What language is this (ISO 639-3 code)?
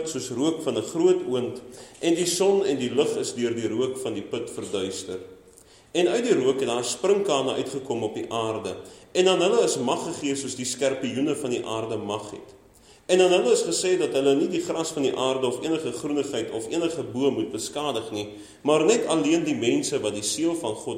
afr